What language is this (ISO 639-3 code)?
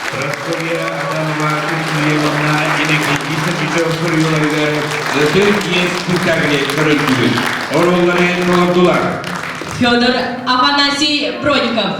sah